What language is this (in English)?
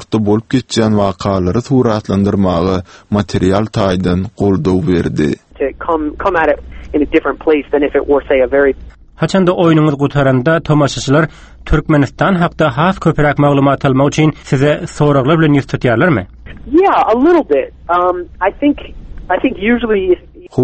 Turkmen